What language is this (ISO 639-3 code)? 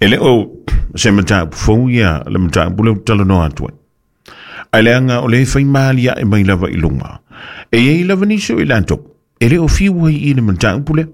smo